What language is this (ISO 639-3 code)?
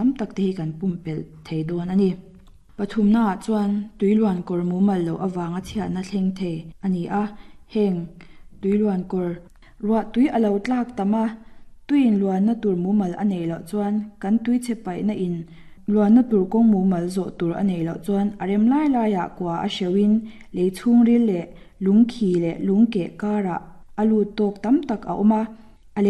lus